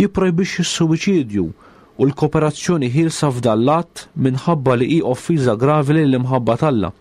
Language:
Maltese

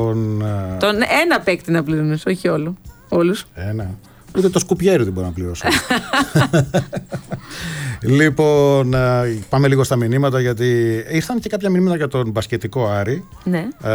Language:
Greek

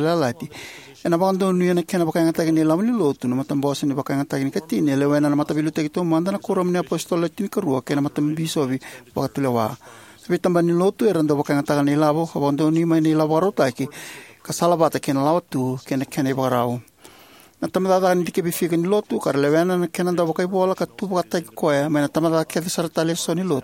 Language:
Fijian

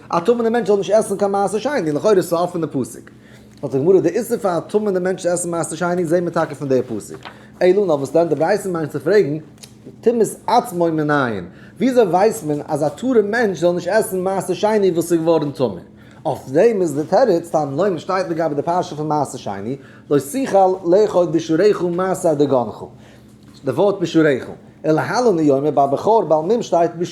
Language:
Yiddish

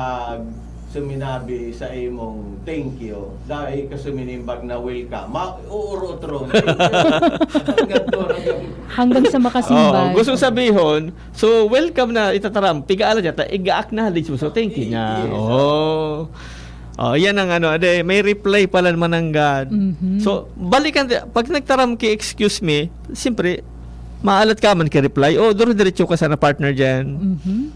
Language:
Bikol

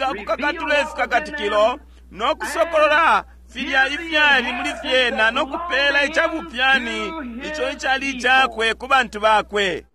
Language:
Bemba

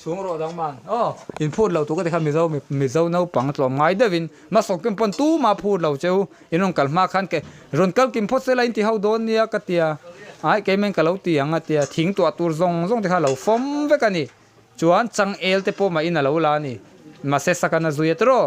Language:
Mizo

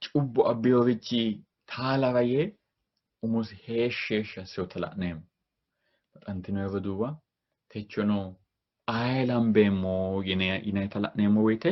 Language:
Sidamo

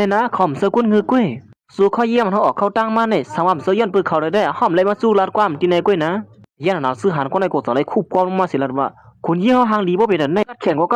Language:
Shan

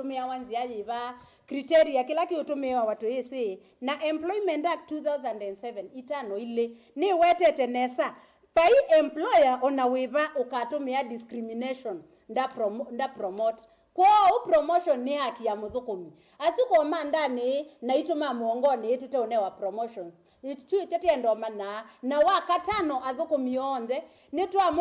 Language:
Kamba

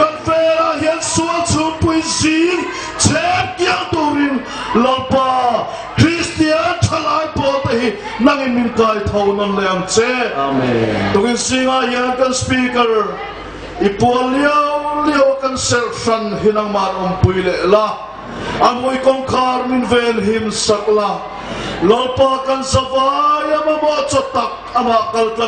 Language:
Hmar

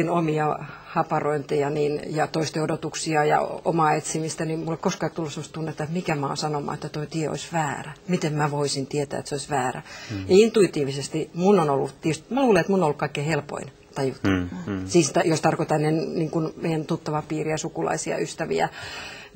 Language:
Finnish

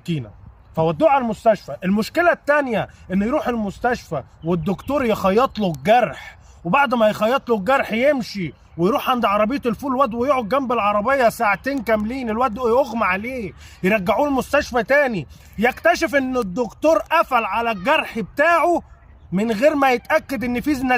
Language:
Egyptian Arabic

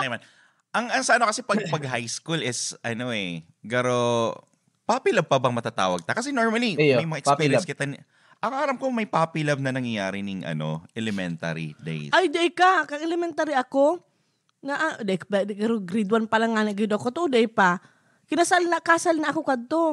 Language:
Bikol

